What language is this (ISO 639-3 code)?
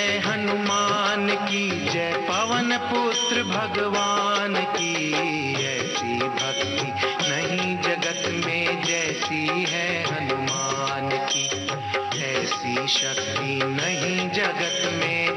hin